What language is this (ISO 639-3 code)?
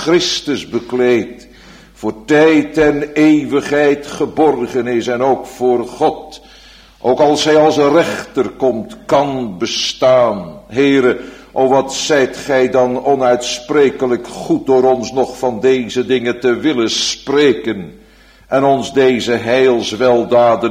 nld